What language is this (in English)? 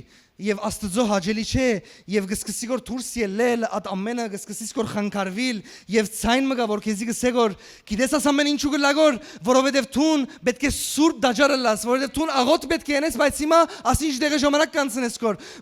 Western Armenian